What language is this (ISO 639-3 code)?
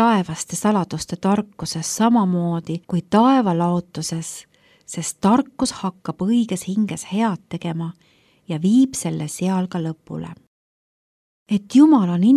est